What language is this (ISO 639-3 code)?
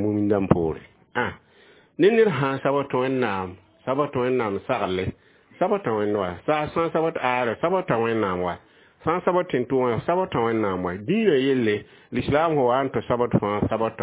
mos